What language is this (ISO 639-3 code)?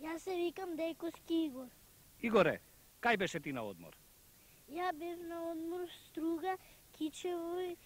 mkd